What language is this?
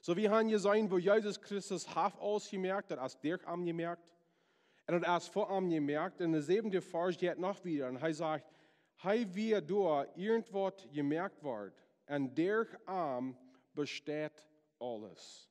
Plautdietsch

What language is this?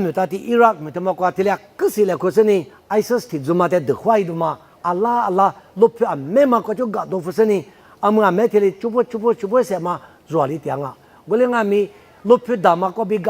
Lisu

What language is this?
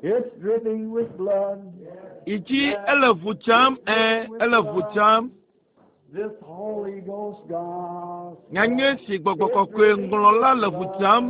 Ewe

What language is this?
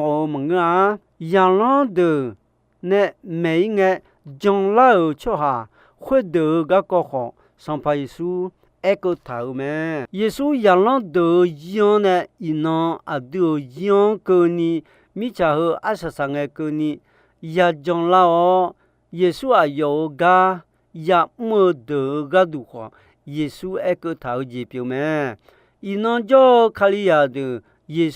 Akha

